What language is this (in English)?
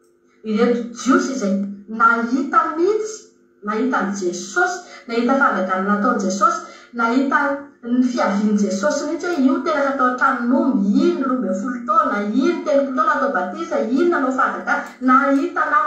Malagasy